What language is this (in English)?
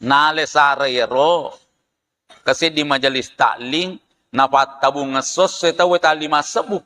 Buginese